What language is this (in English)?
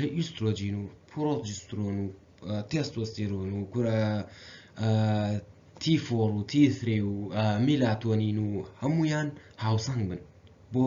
Central Kurdish